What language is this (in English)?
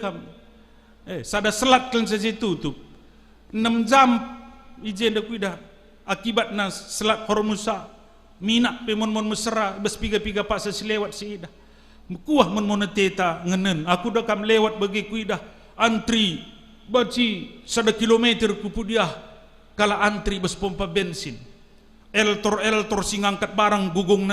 Batak Karo